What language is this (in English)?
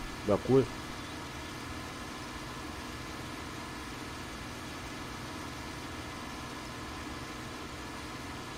German